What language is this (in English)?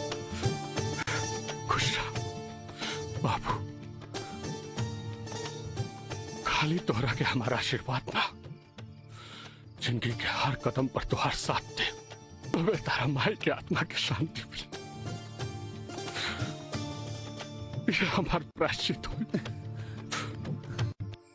Bhojpuri